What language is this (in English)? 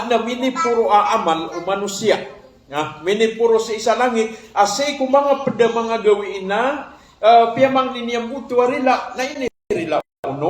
Maranao